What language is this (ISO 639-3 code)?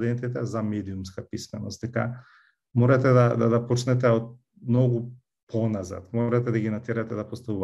mkd